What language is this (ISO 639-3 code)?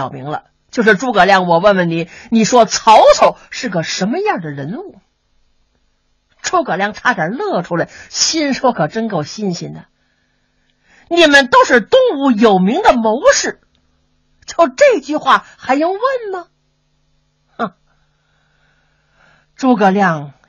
zho